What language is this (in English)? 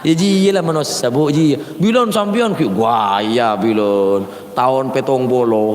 Madurese